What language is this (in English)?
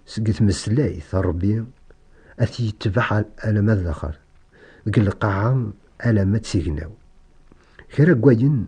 Kabyle